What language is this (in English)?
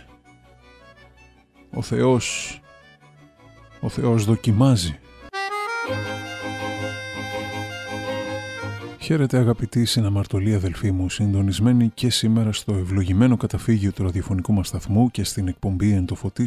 Greek